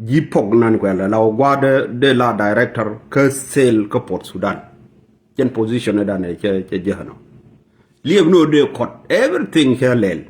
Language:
Nuer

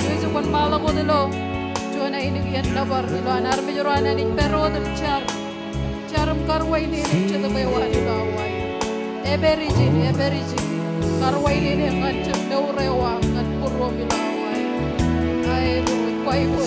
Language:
Marshallese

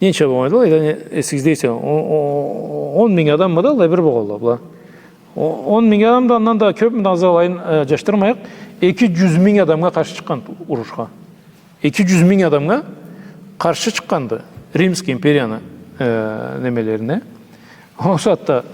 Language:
Karachay-Balkar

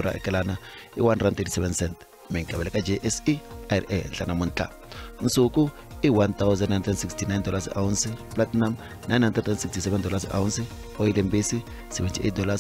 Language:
Tsonga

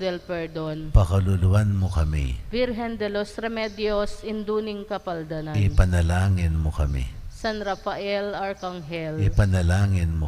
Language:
Pampanga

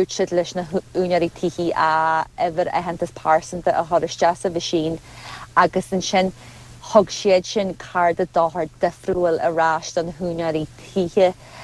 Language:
Irish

